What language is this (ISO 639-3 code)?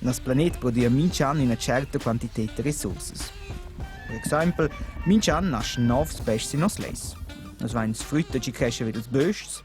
roh